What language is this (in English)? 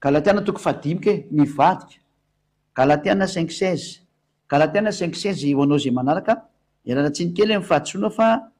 Malagasy